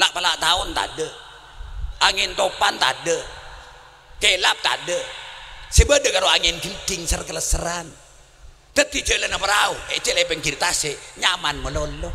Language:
Madurese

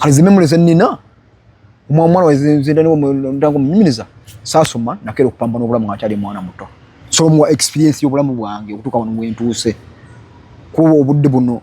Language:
Ganda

